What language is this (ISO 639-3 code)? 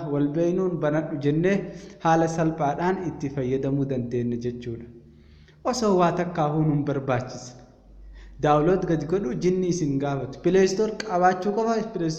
orm